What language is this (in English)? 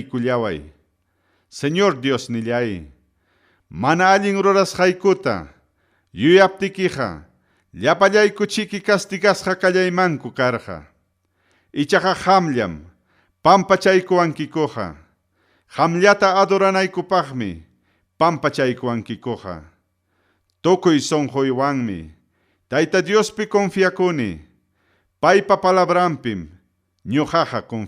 Ayacucho Quechua